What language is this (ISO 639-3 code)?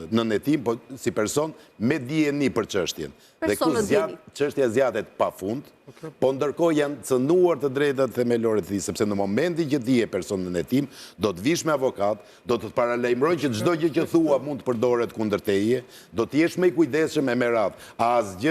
sqi